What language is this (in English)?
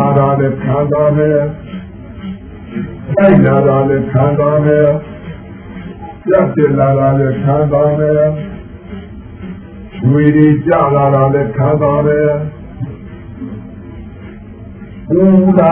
Burmese